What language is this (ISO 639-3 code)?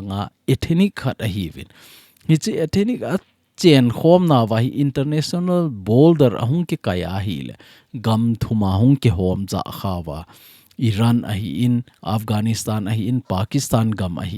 tcz